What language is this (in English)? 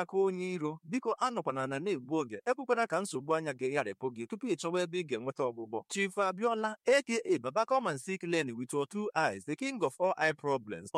Igbo